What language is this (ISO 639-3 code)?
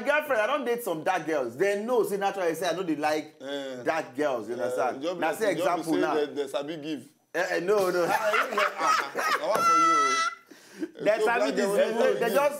pcm